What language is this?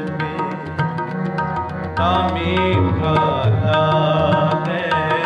Punjabi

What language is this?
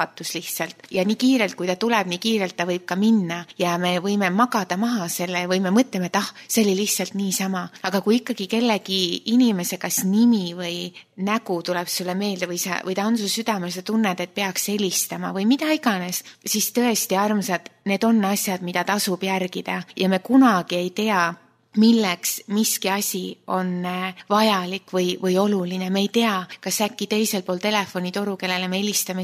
Estonian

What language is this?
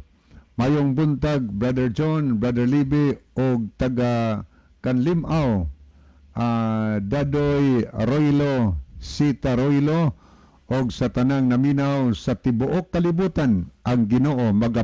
Cebuano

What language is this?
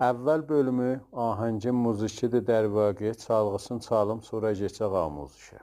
South Azerbaijani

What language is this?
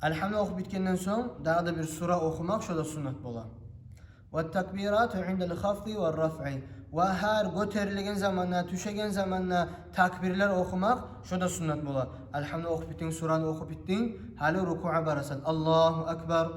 Kumyk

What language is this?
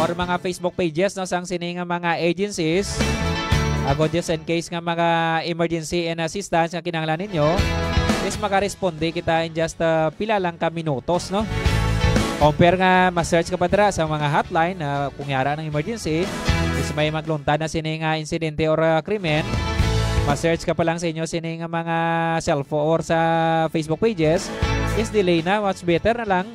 Hiligaynon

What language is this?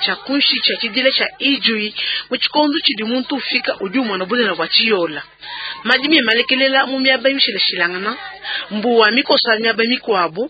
Luba-Lulua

